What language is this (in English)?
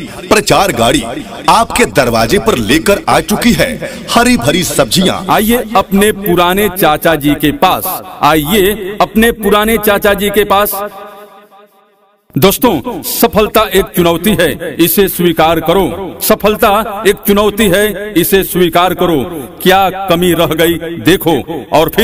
Hindi